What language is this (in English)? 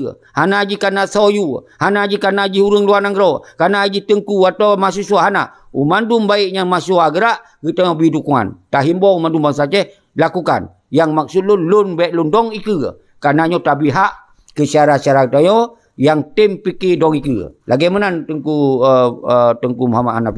Achinese